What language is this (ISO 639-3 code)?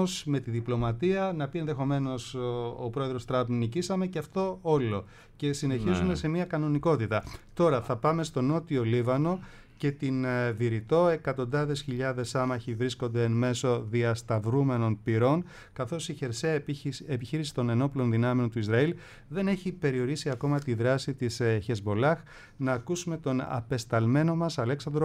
ell